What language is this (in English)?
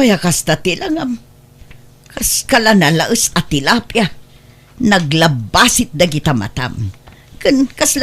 Iloko